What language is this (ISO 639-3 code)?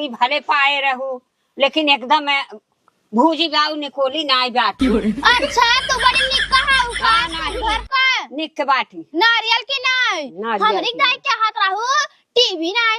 awa